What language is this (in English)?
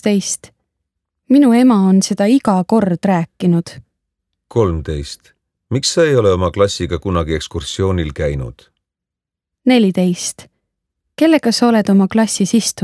Estonian